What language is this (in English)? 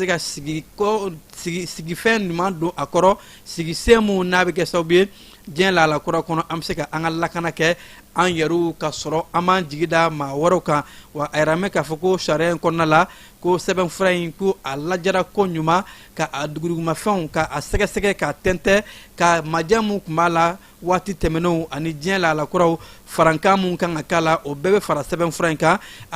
Bambara